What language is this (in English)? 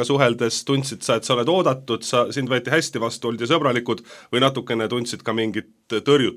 Estonian